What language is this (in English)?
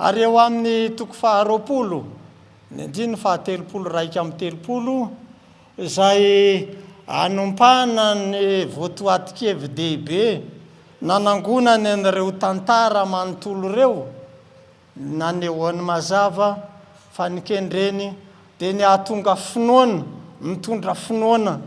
Malagasy